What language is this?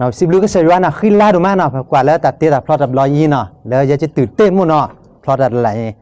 S'gaw Karen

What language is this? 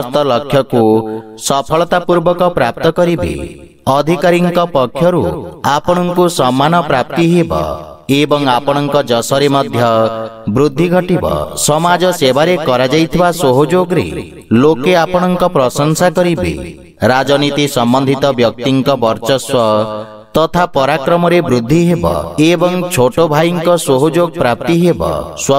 Odia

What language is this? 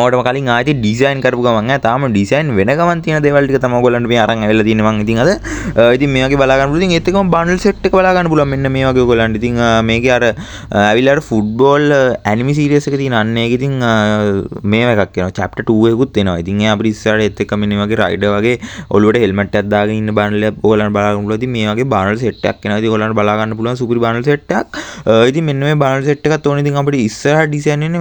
Sinhala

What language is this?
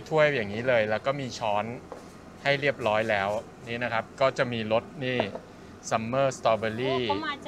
Thai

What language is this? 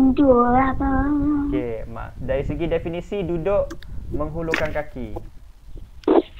Malay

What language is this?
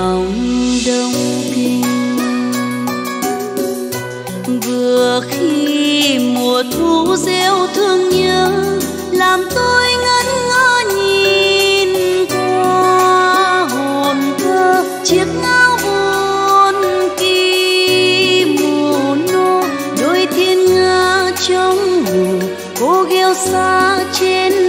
Vietnamese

